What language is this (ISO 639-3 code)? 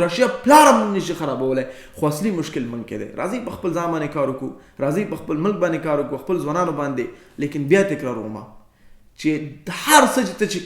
pus